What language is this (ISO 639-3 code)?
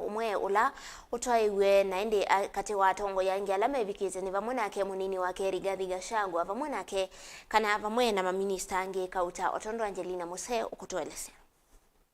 kam